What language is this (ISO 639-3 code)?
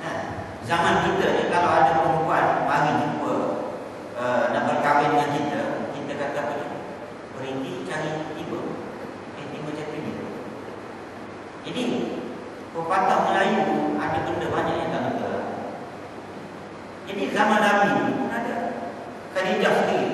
msa